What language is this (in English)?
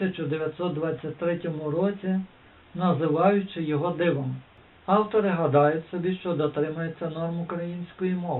Ukrainian